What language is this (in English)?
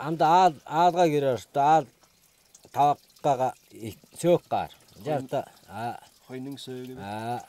Tuvinian